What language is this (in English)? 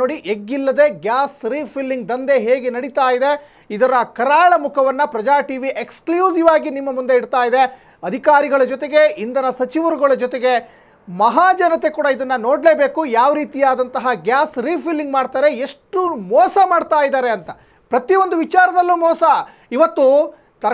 Kannada